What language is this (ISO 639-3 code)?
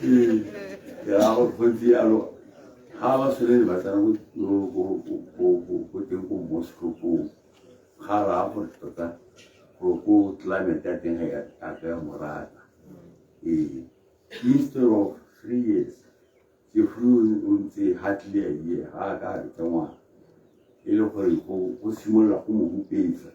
tsn